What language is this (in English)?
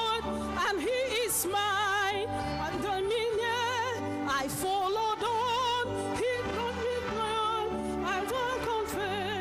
Ewe